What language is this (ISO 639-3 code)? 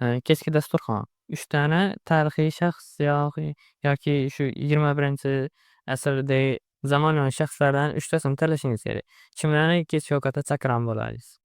uzb